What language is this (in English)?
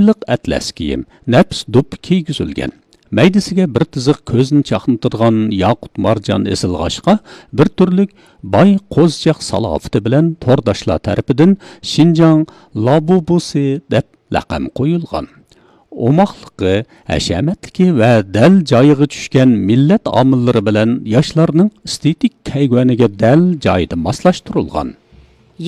Uyghur